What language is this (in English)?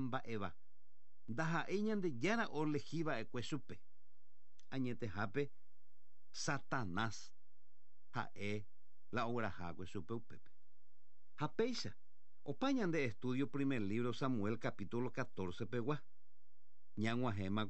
Guarani